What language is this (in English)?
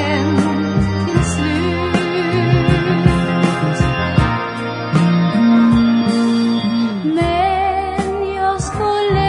Swedish